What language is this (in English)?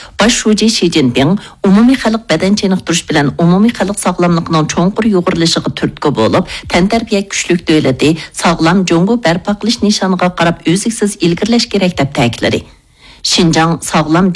Uyghur